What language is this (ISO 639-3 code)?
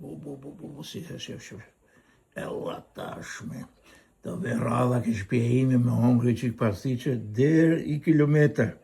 sqi